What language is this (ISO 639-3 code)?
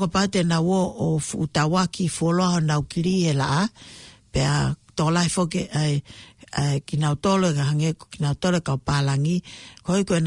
ton